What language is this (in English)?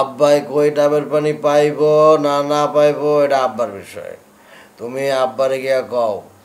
Bangla